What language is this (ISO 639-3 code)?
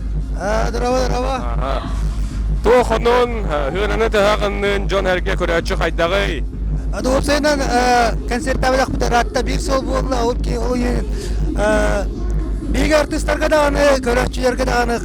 sah